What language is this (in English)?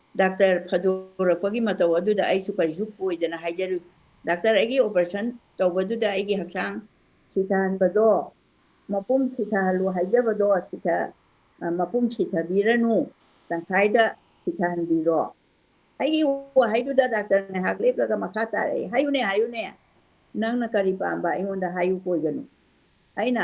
Manipuri